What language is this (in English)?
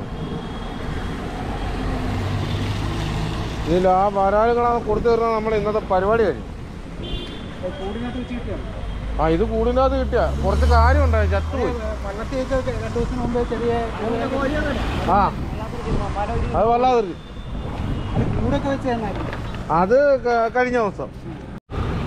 Malayalam